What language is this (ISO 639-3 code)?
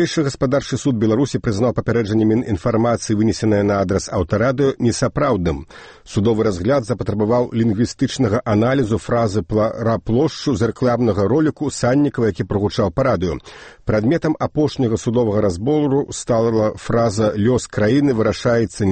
bel